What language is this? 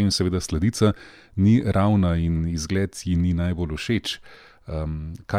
Slovenian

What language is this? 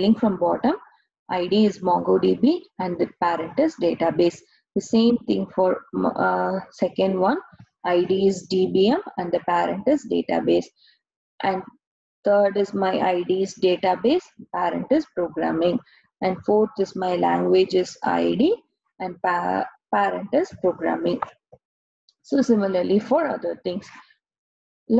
English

